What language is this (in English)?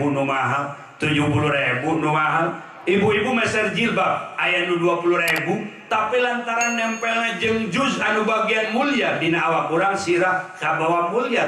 Sundanese